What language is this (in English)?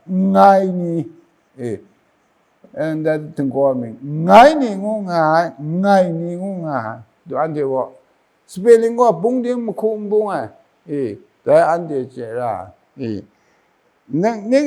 Kachin